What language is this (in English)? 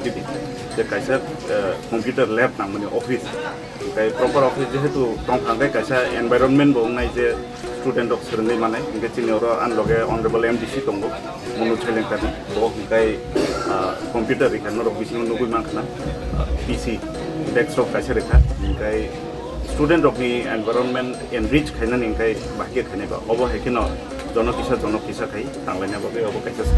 Kok Borok